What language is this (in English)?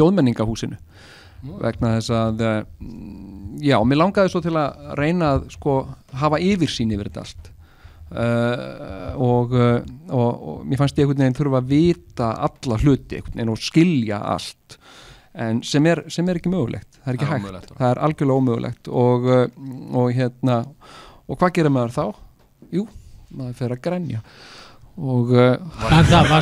Icelandic